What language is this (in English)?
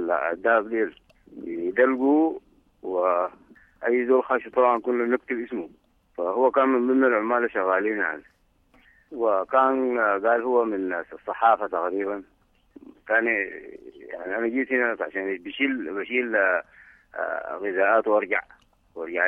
Sudanese Arabic